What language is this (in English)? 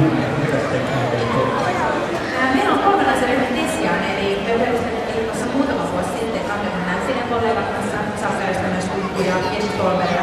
Finnish